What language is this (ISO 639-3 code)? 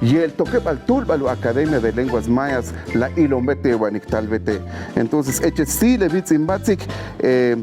ixl